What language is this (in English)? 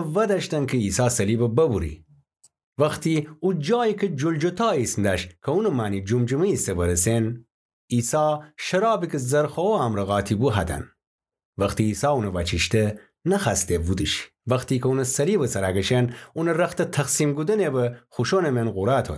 Gilaki